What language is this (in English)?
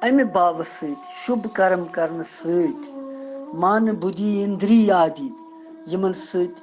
Kashmiri